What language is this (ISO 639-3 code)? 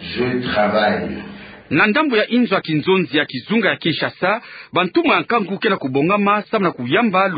ktu